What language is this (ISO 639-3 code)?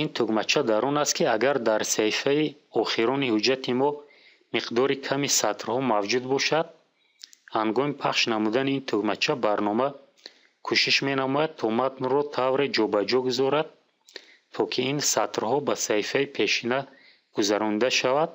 tgk